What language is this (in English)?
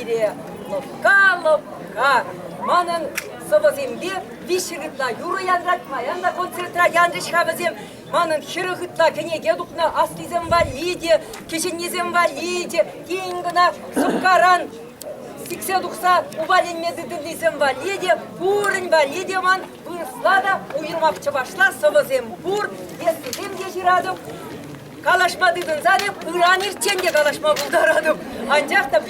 Chuvash